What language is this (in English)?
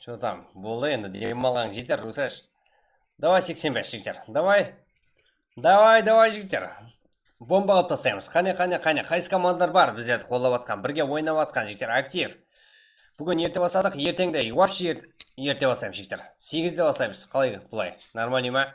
Kara-Kalpak